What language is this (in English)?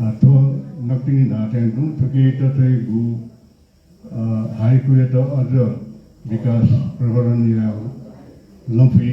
Newari